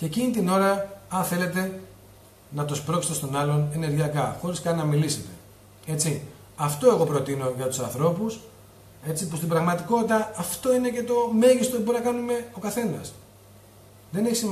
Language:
Greek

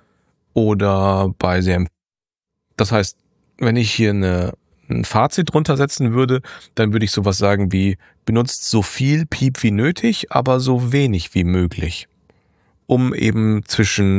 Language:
German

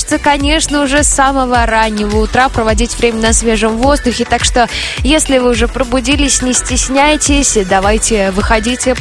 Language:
Russian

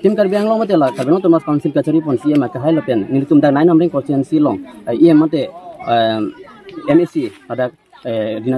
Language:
Karbi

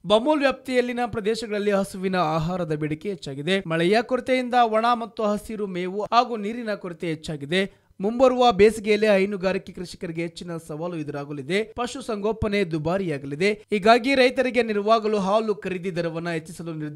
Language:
Kannada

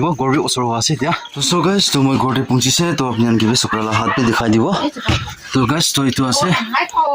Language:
Naga Pidgin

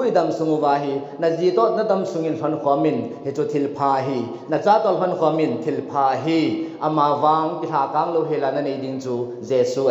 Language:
Thado Chin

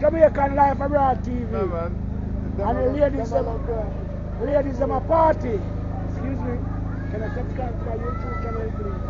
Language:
Jamaican Creole English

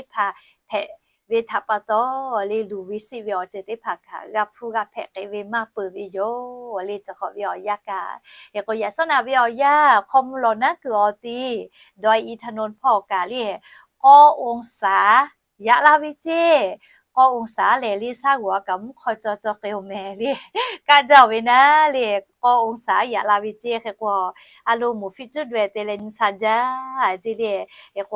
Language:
Lahu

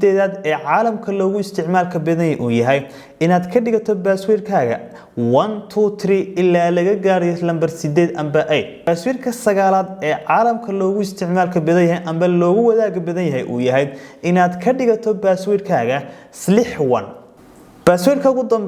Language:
Somali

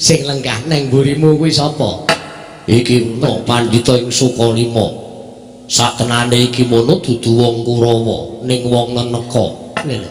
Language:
Javanese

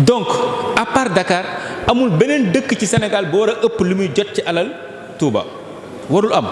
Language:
Wolof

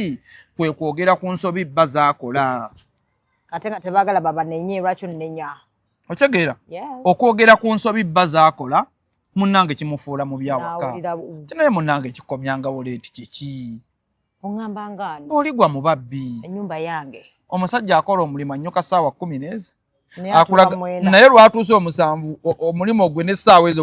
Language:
Ganda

